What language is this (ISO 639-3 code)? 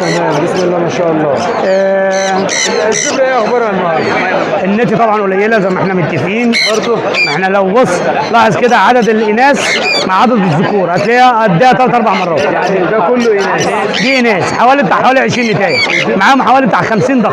arz